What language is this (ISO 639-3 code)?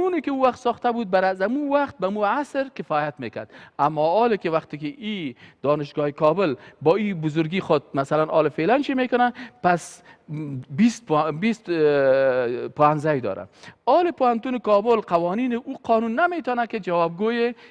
fas